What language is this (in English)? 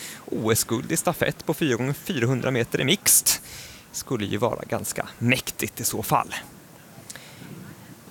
Swedish